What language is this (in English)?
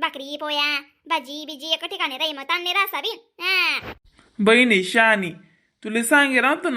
Khandesi